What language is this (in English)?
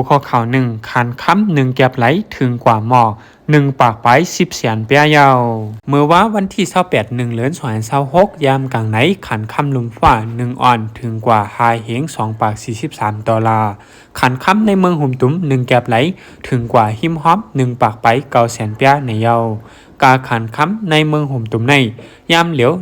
Shan